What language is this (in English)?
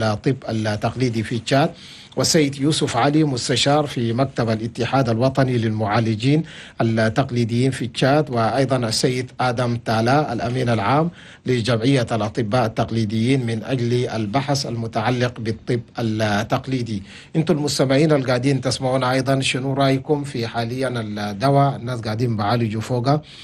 Chadian Arabic